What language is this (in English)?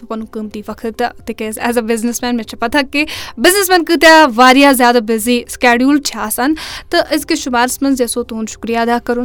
Kashmiri